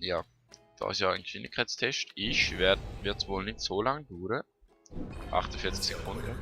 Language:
Swiss German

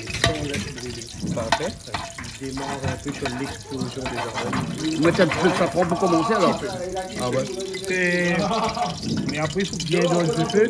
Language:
Réunion Creole French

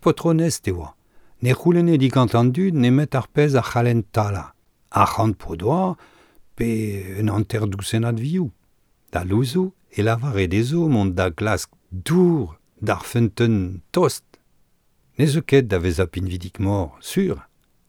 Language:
Breton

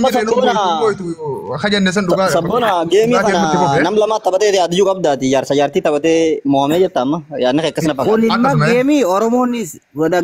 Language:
Oromo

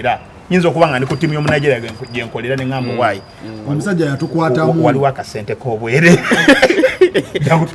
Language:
Ganda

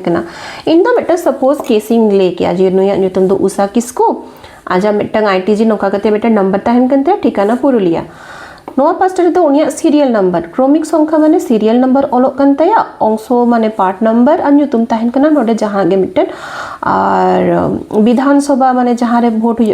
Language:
Santali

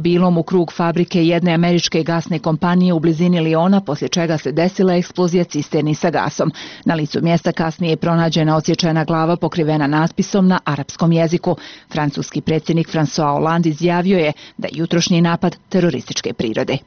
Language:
Bosnian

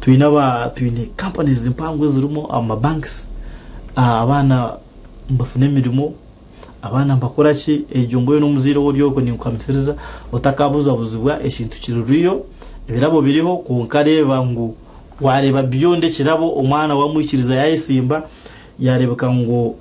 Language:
Nyankole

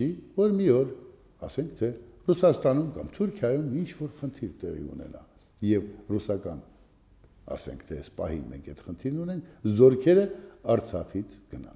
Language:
Armenian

